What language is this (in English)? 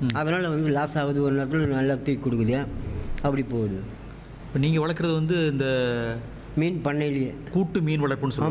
Tamil